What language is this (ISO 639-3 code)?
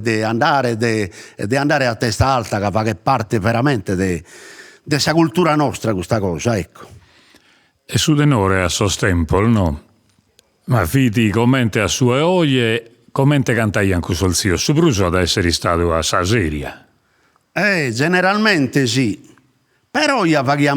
srd